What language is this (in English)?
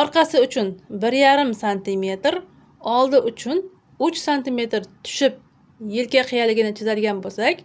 Uzbek